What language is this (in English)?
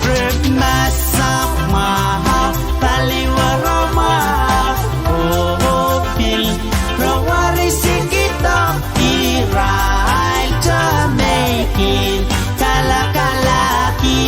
Pohnpeian